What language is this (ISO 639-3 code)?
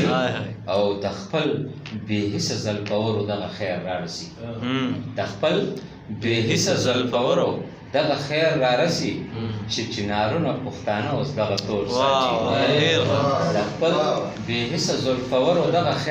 pus